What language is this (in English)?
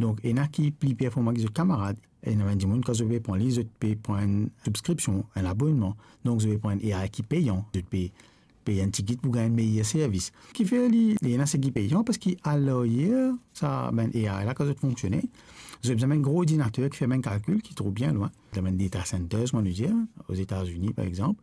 Morisyen